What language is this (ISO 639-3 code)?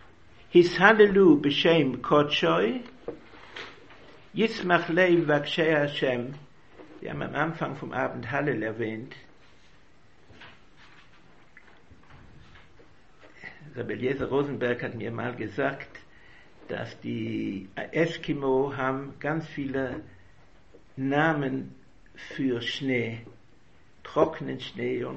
deu